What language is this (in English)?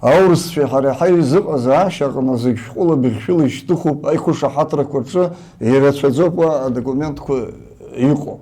Abkhazian